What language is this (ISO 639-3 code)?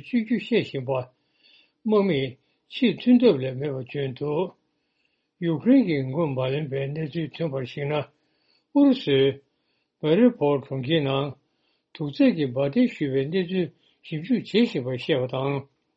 bod